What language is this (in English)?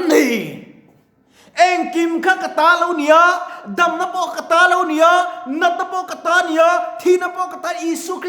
Mizo